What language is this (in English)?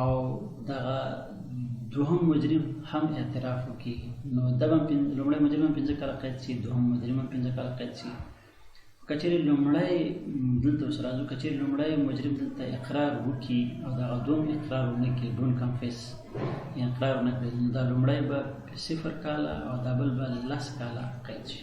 Pashto